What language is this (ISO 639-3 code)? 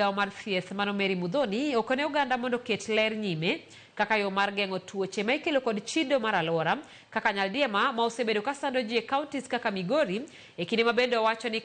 luo